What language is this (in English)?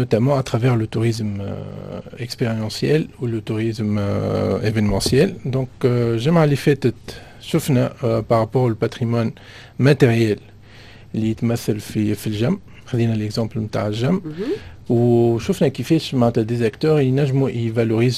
Tunisian Arabic